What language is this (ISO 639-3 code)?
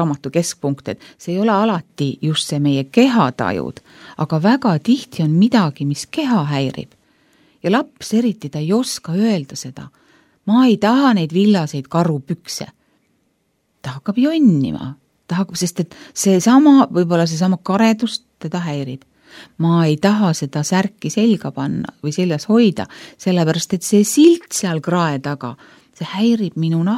est